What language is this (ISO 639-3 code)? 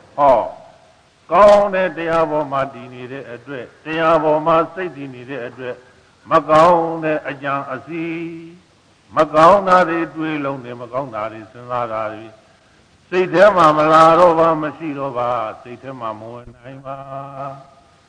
mya